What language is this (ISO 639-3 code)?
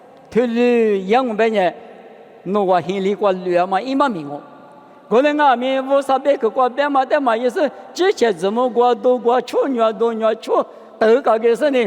lis